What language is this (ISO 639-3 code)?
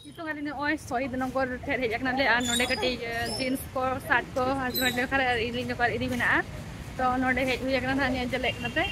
sat